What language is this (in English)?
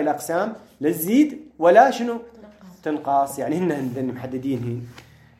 Mesopotamian Arabic